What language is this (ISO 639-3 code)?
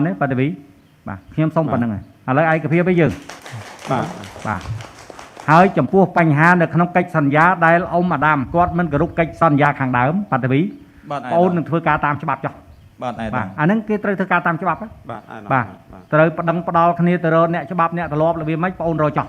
khm